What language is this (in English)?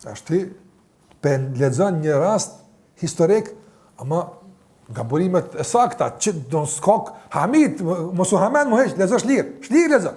Albanian